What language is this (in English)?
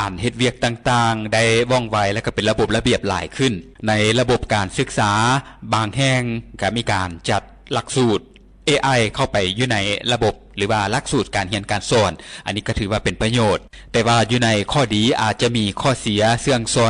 Lao